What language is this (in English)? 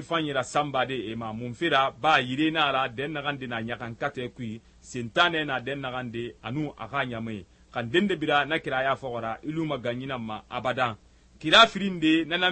Susu